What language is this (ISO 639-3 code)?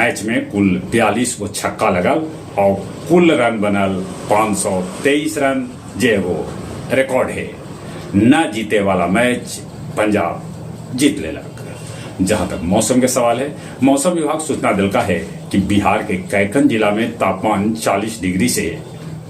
mag